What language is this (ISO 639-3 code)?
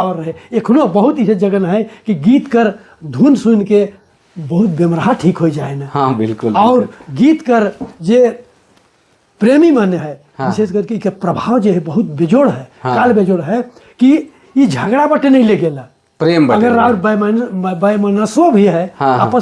sck